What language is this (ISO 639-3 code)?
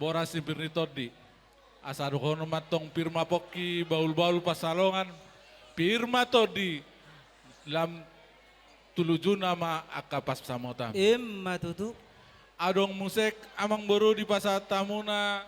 bbc